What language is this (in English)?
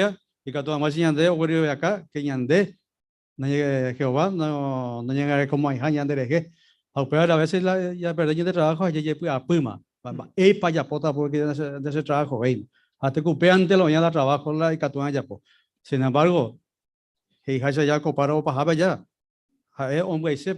Guarani